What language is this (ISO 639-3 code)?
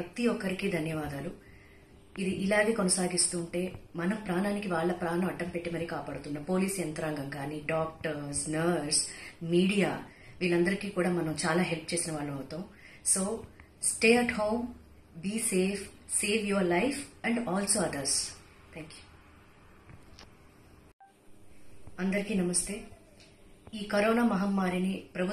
tel